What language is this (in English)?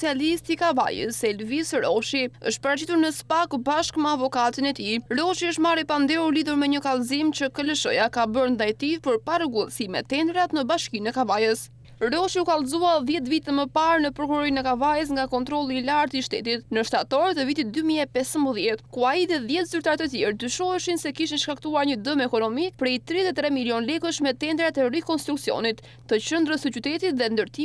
Albanian